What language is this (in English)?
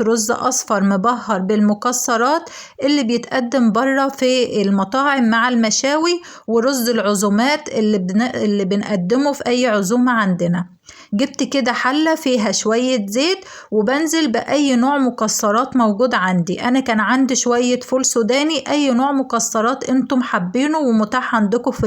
Egyptian Arabic